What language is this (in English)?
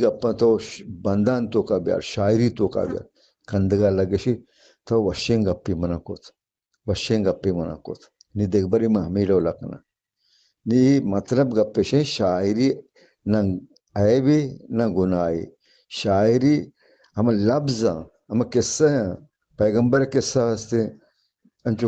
Eastern Balochi